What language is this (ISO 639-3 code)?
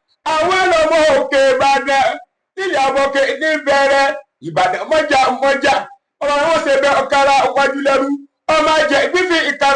yor